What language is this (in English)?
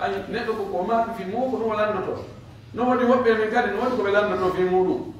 Pular